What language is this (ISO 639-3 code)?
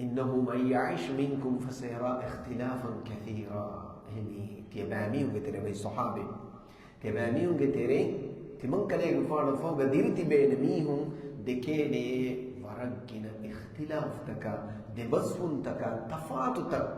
div